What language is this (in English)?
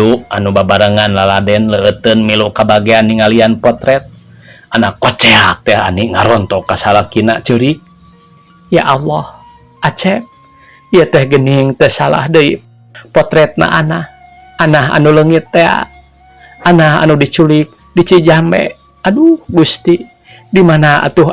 Sundanese